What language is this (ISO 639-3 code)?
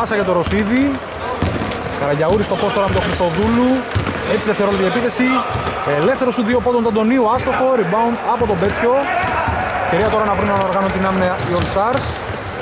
ell